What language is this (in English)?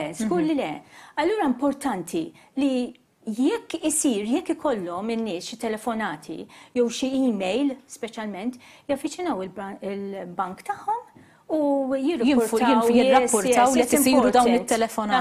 Maltese